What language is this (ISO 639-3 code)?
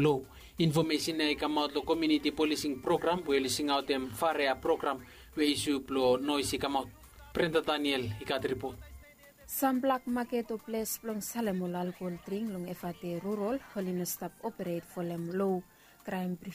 bis